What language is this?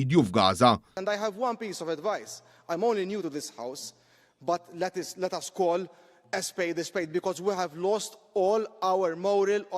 Maltese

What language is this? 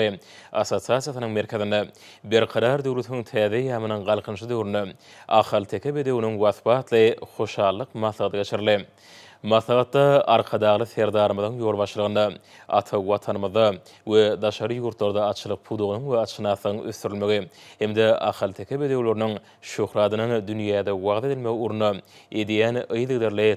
Turkmen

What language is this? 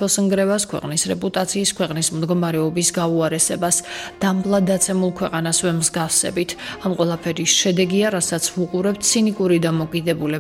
Georgian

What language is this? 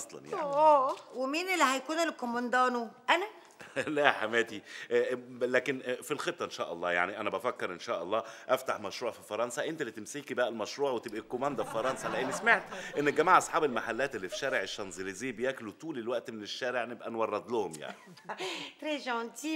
Egyptian Arabic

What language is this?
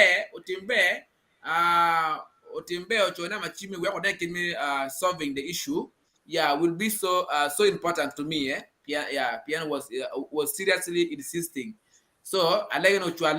Acoli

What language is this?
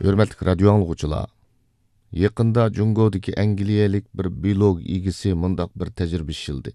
Uyghur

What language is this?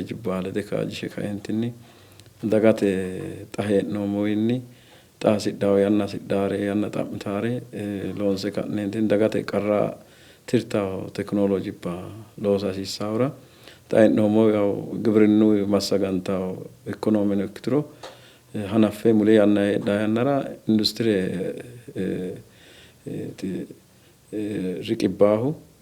Sidamo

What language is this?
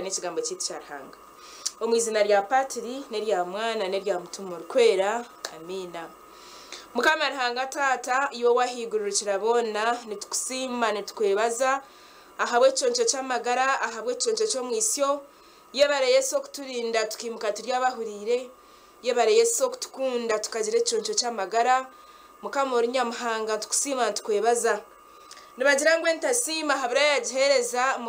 Nyankole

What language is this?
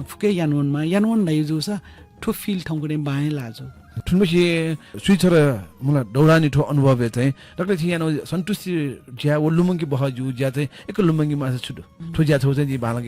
Newari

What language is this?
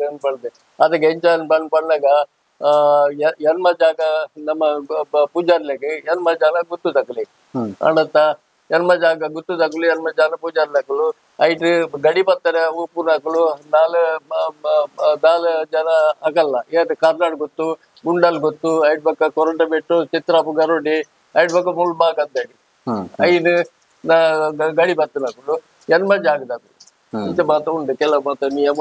Tulu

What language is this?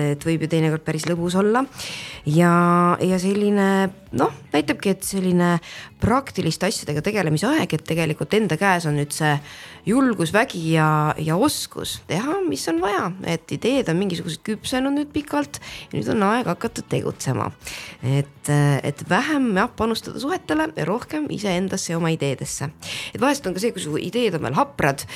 Estonian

